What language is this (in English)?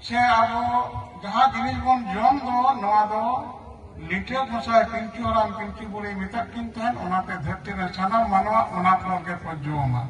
Santali